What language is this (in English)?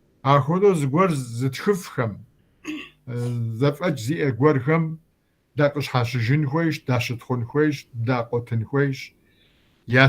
Kabardian